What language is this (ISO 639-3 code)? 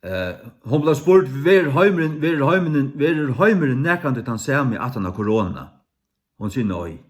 fao